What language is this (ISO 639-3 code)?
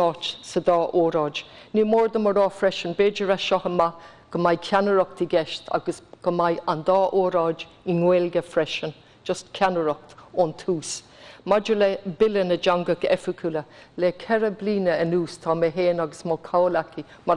gle